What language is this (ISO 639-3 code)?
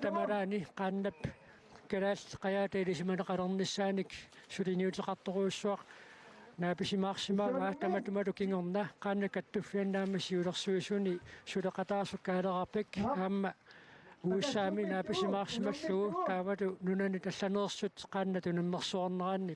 kal